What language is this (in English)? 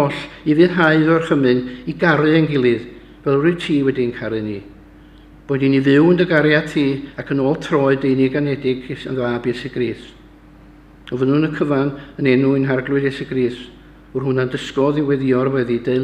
Welsh